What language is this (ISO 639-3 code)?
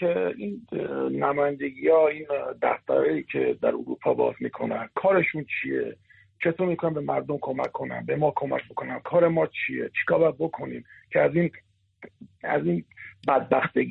fas